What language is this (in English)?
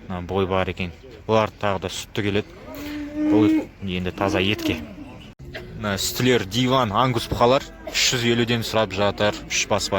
Kazakh